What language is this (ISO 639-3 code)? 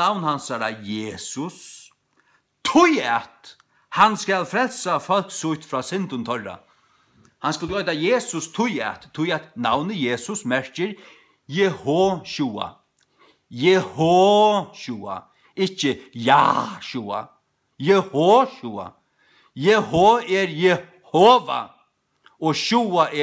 fao